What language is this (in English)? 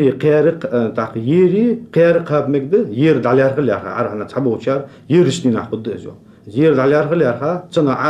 Ingush